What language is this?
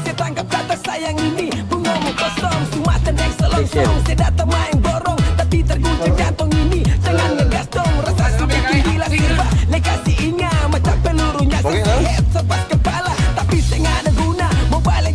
Ambonese Malay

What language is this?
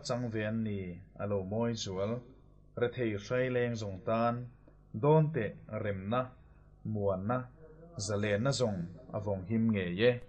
Mizo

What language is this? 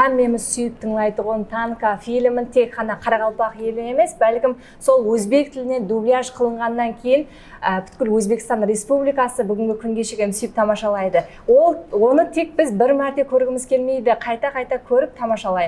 Kara-Kalpak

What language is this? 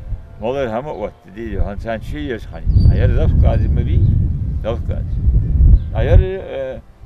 Ingush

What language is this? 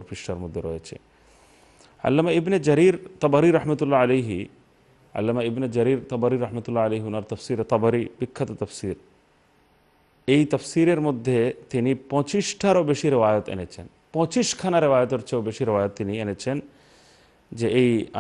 Bangla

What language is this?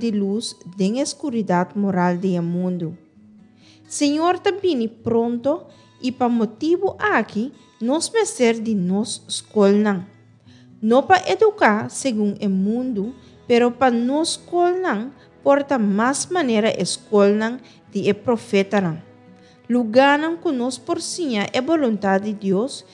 Papiamento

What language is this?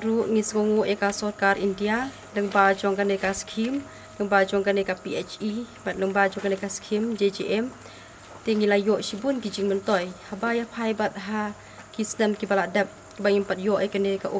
Khasi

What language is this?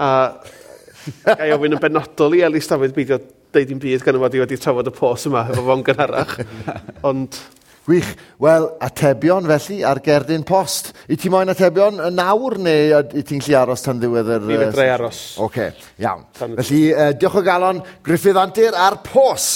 Welsh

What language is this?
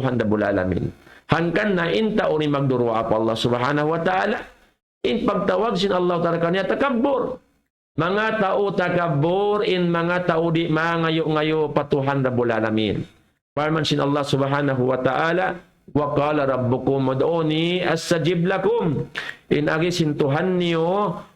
Tausug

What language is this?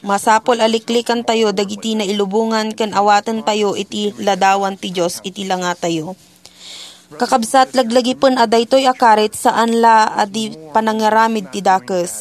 Iloko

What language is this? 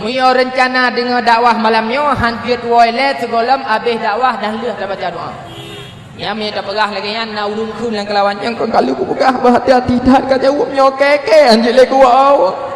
Achinese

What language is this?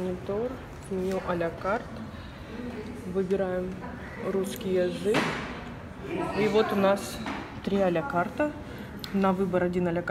Russian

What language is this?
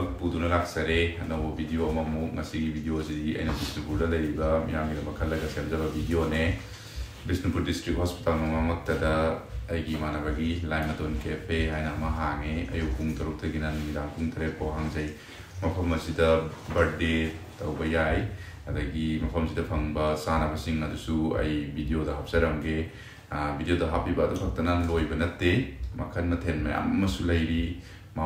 Manipuri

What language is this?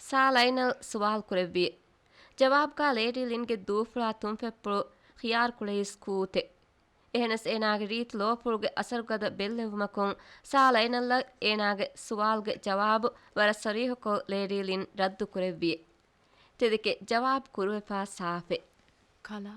Divehi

